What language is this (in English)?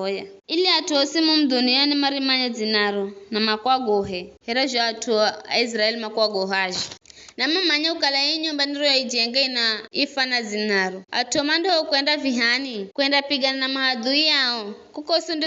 Giryama